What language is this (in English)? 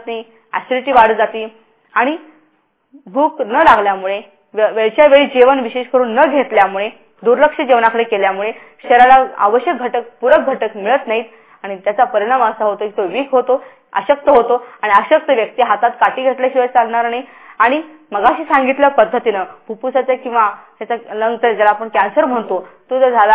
Marathi